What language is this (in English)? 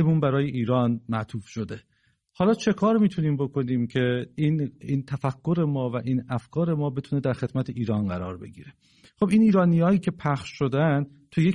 Persian